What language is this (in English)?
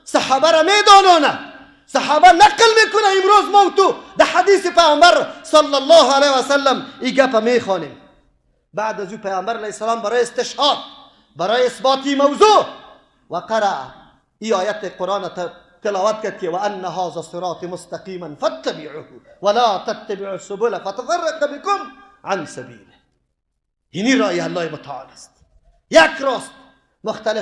Persian